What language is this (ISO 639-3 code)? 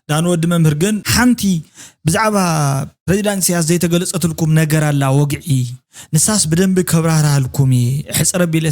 tir